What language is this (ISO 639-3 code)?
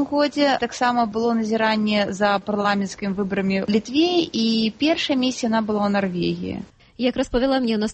bel